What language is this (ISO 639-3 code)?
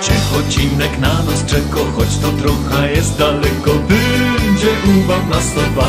szl